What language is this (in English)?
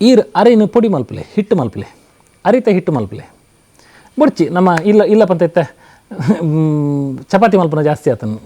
Tulu